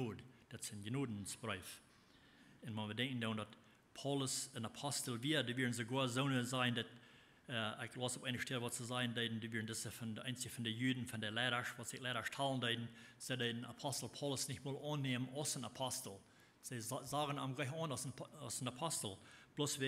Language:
Plautdietsch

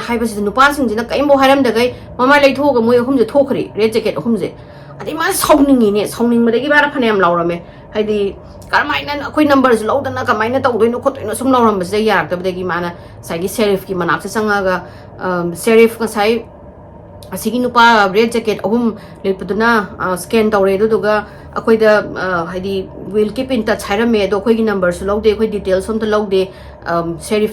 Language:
Manipuri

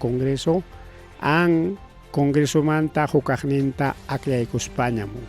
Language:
Ayacucho Quechua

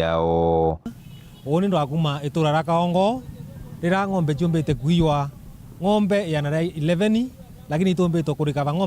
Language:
Meru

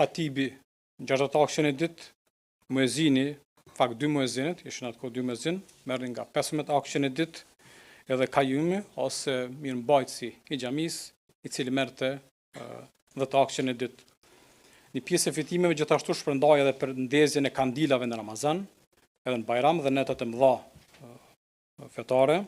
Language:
Albanian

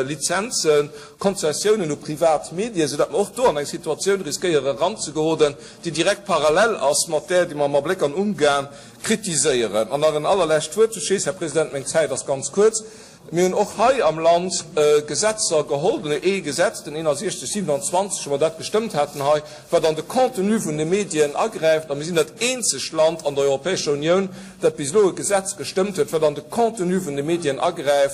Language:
Luxembourgish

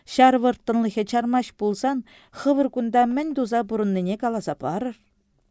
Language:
Chuvash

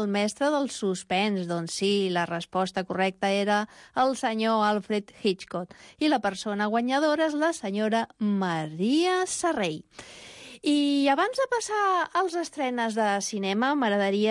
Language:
Catalan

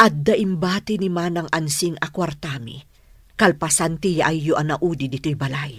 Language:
Iloko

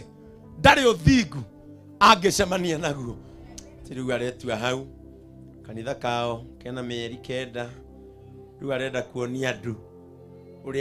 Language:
Kikuyu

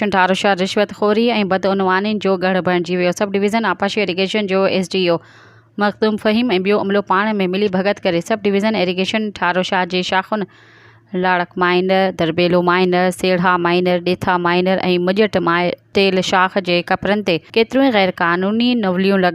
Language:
Sindhi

